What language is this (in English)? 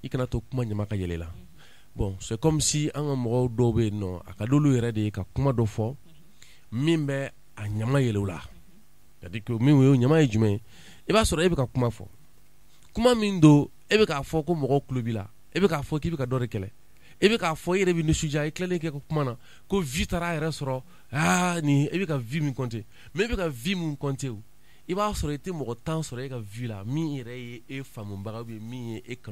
Bambara